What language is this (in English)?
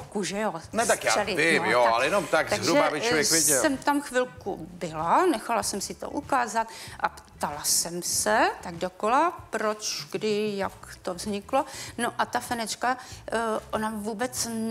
Czech